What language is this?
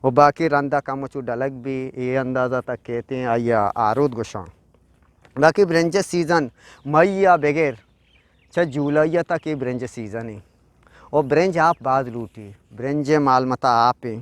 Eastern Balochi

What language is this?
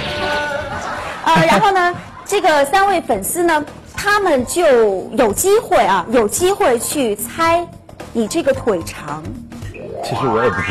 Chinese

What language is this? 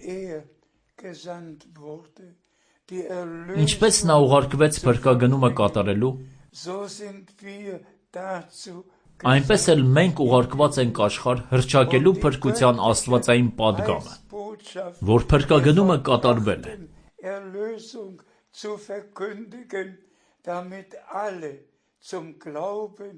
Armenian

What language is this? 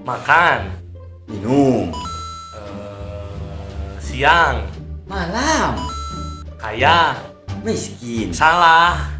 Sundanese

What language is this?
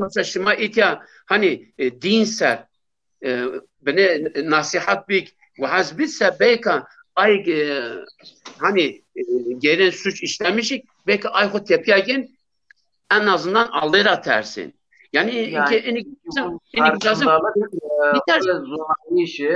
Zaza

